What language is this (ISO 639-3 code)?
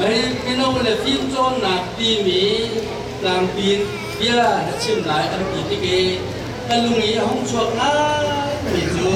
cnh